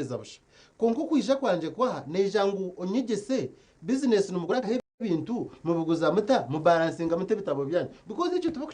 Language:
Nyankole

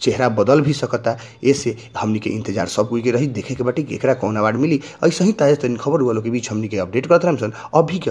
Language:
Bhojpuri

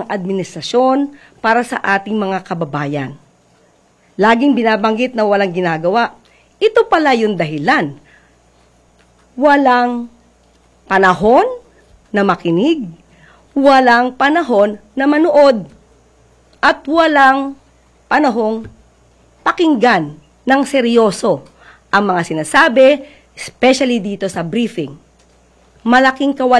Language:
Filipino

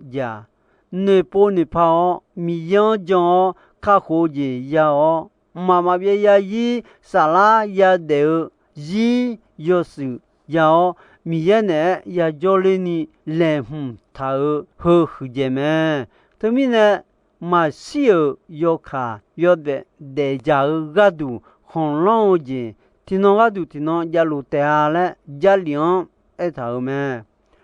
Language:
Akha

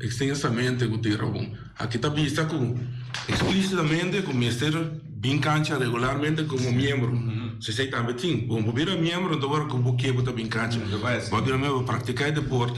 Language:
Papiamento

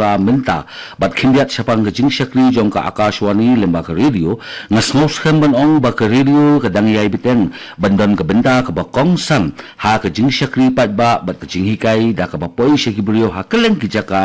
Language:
Khasi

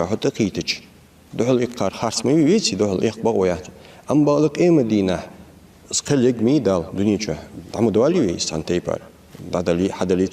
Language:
Ingush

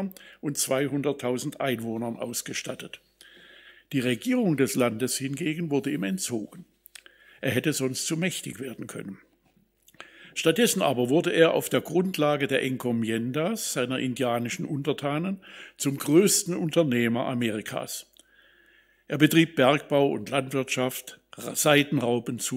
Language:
German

